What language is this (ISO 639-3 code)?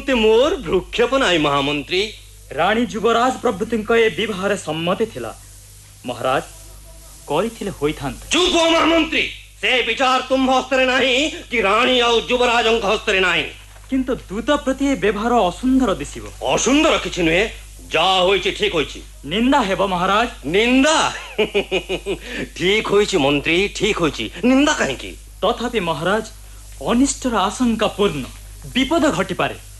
ori